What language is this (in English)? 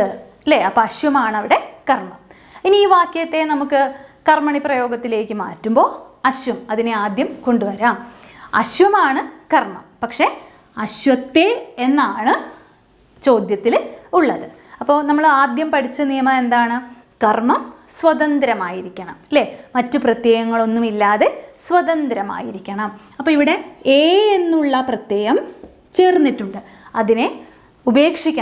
Malayalam